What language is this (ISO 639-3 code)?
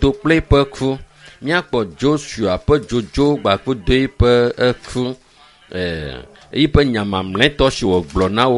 ewe